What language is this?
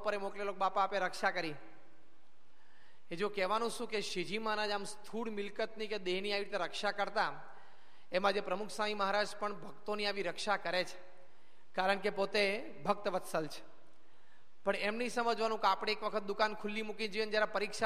Gujarati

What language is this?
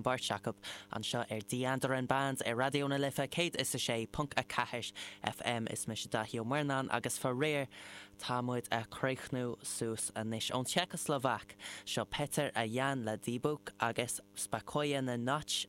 Irish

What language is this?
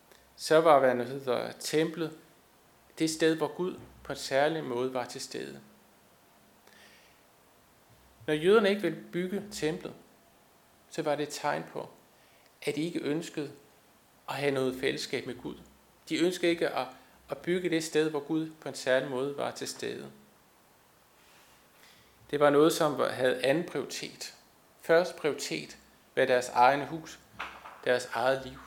Danish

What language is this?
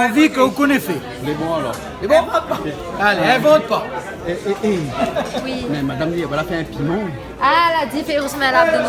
Réunion Creole French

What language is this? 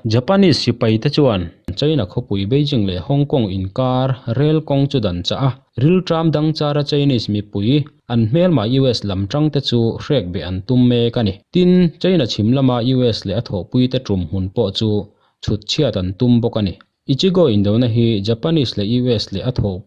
Mizo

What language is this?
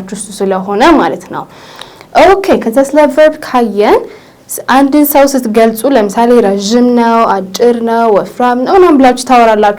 Amharic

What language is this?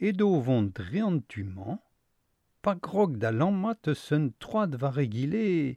Breton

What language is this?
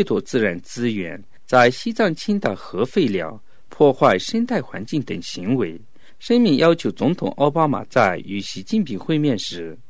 Chinese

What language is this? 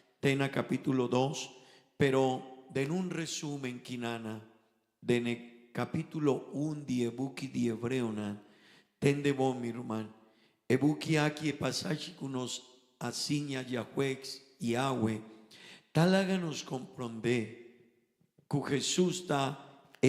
Papiamento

